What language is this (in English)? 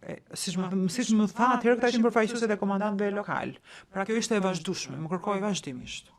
Albanian